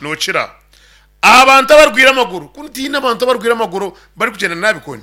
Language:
Nyankole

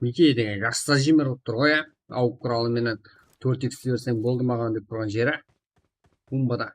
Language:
Kara-Kalpak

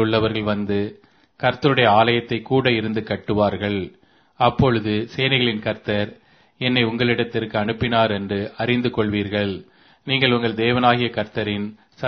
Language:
Tamil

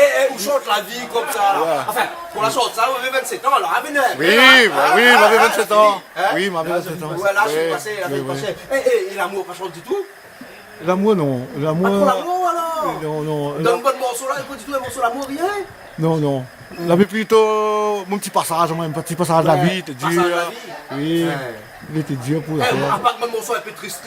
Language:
Réunion Creole French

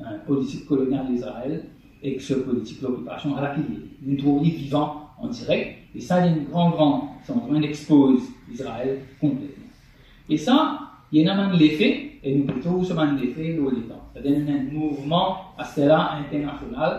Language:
Morisyen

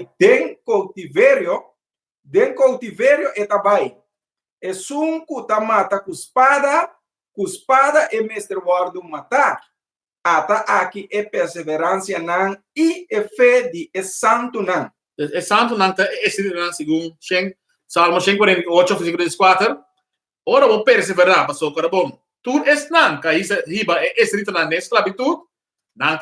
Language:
Papiamento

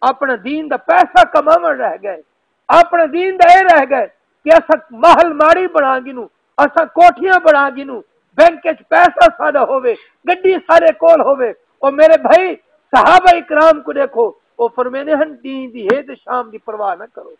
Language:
Saraiki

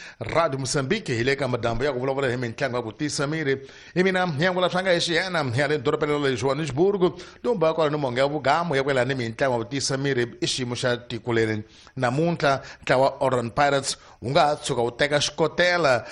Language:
Tsonga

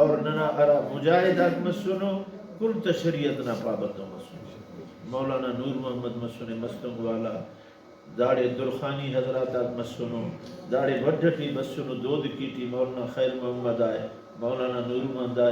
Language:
Brahui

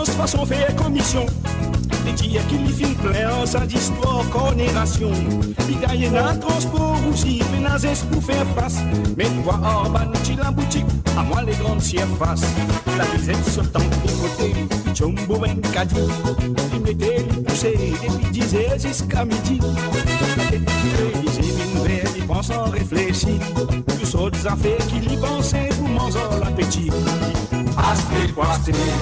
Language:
Morisyen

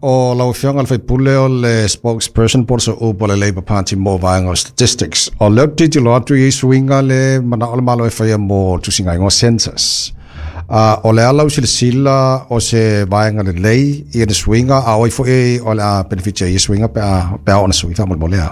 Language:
Samoan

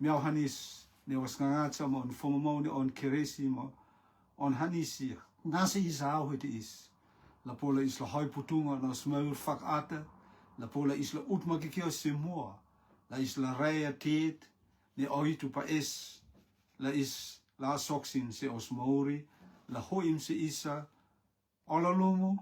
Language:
Rotuman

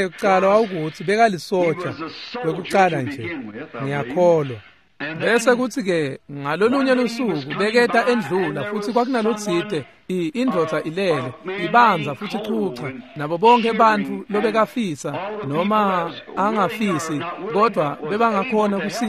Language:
Swati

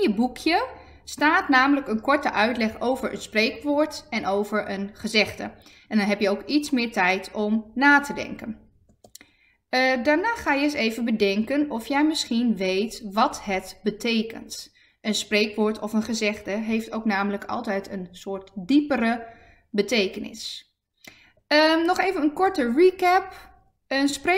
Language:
Dutch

